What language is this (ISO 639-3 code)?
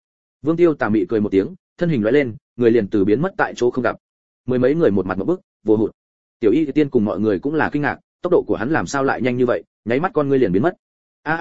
vie